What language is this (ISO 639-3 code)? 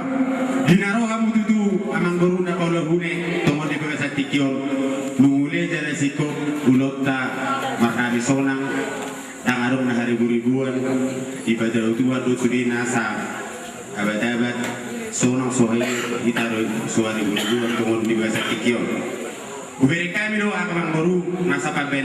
bbc